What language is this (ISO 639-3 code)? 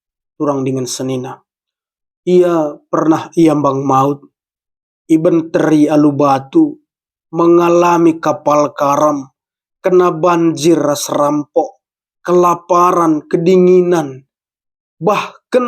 btx